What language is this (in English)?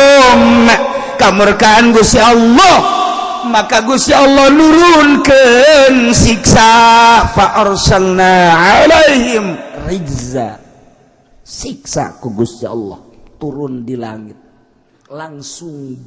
Sundanese